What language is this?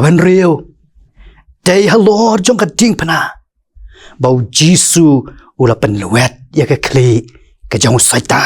Khasi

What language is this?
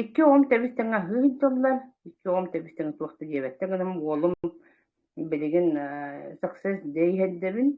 Yakut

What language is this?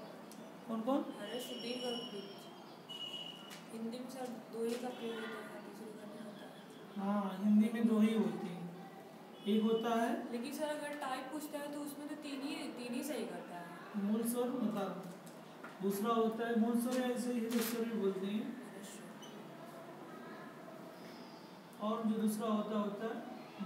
Hindi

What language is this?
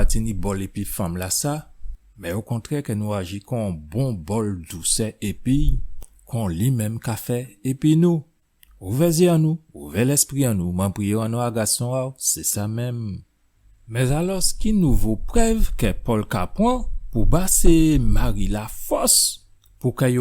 Guadeloupean Creole French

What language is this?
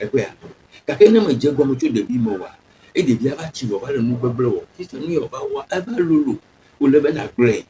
Ewe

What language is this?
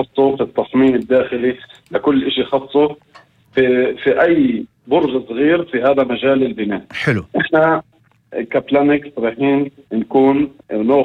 North Levantine Arabic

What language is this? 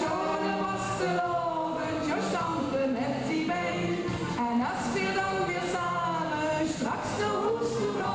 Limburgish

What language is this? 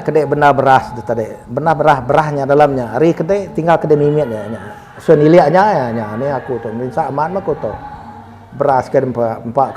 Iban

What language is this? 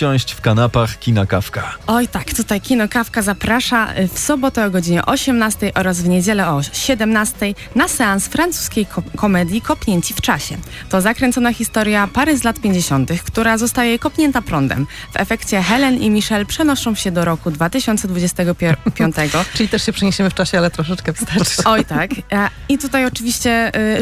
Polish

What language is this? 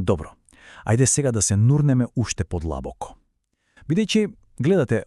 Macedonian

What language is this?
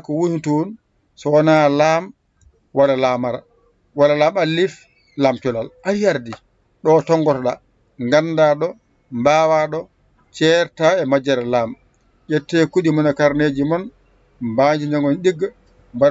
Fula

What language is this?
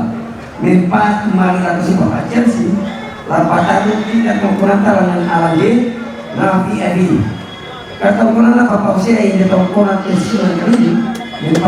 Toraja-Sa'dan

